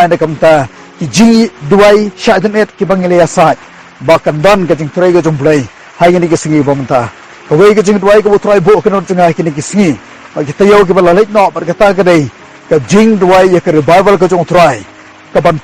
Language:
Khasi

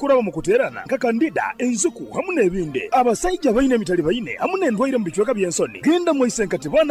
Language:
Nyoro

